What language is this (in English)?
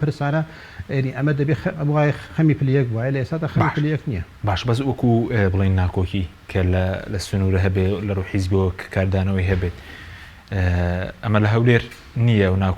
Central Kurdish